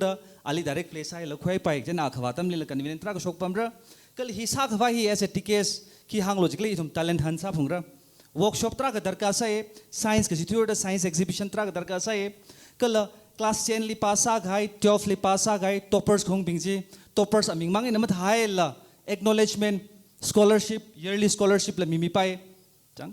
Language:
Tangkhul Naga (India)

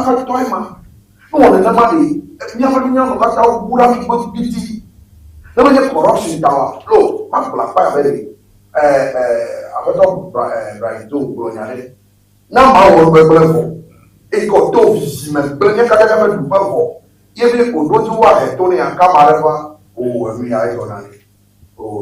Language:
Ewe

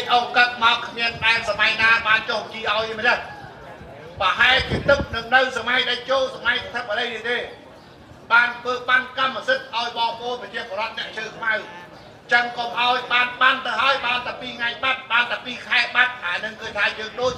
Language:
Khmer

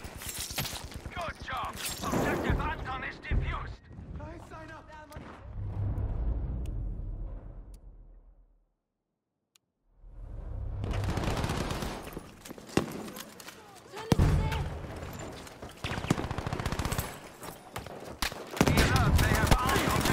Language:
English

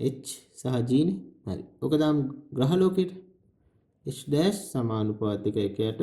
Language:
Sinhala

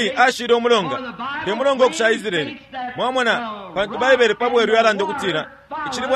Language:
Bemba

